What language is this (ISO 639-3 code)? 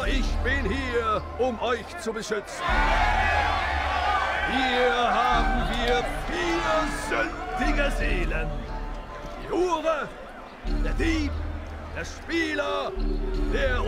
deu